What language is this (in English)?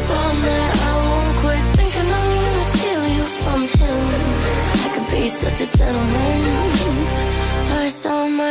English